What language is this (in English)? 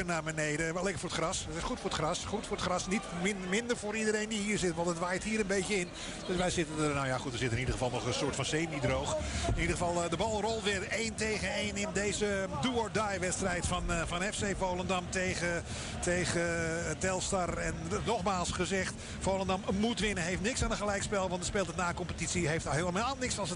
Dutch